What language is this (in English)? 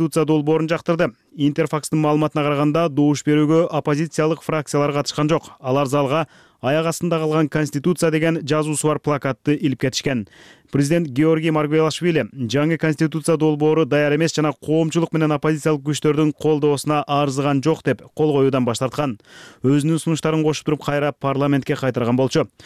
Kyrgyz